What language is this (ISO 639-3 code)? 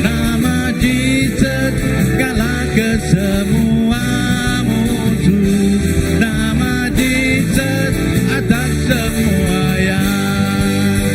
iba